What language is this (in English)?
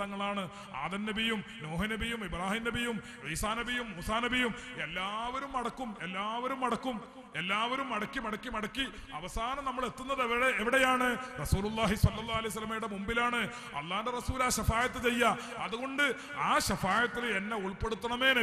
Malayalam